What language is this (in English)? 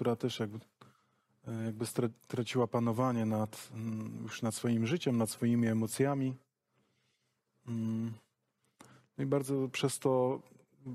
Polish